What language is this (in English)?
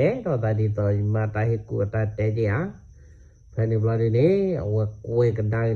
S'gaw Karen